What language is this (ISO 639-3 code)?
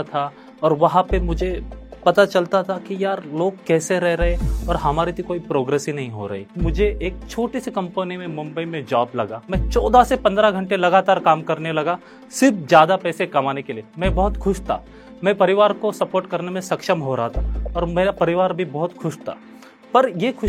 hin